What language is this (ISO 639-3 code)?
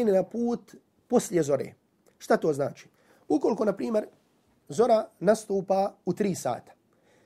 bos